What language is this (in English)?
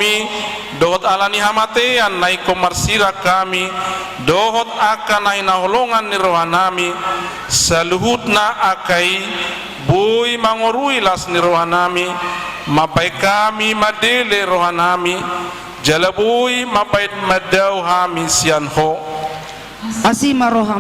Batak Toba